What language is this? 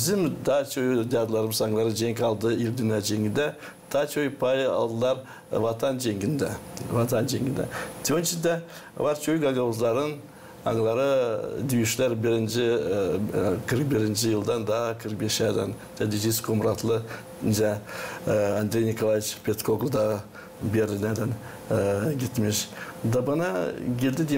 Gagauz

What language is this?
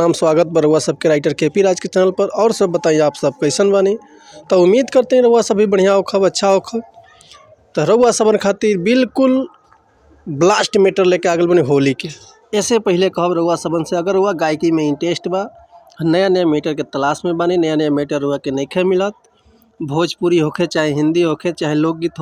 Bhojpuri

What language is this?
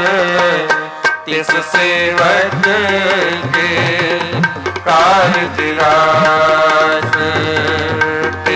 Punjabi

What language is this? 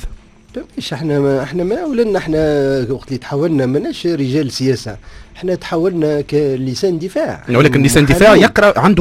Tunisian Arabic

